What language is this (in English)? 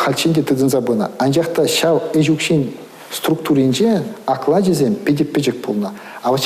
Chuvash